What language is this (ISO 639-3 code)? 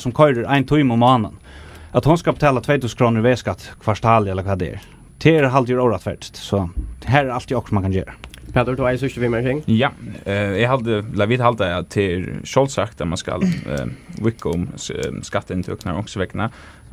fao